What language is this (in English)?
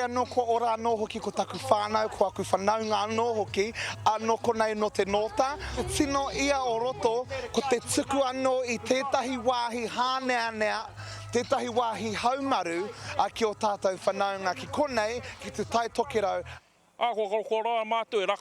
Māori